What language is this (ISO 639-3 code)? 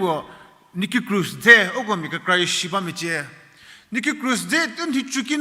njm